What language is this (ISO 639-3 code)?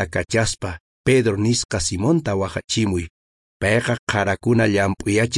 que